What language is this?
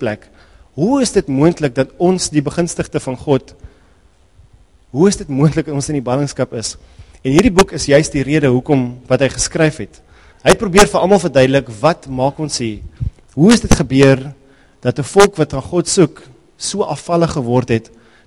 Afrikaans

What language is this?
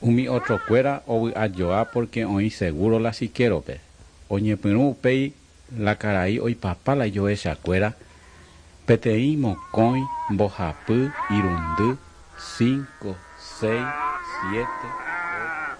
Guarani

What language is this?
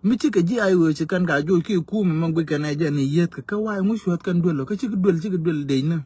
Nuer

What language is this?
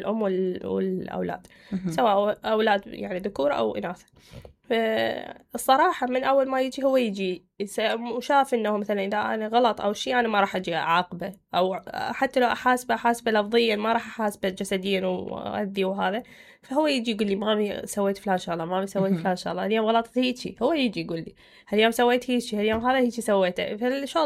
Mesopotamian Arabic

